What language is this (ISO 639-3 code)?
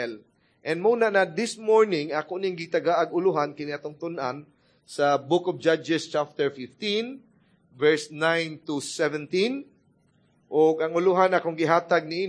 ceb